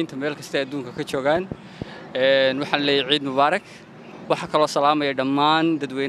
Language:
Somali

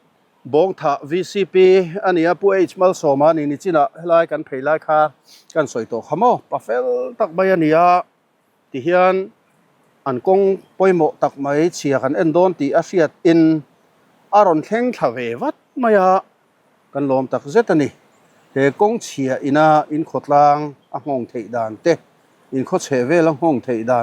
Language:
Mizo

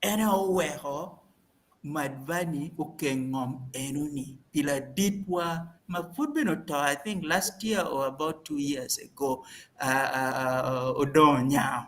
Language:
Acoli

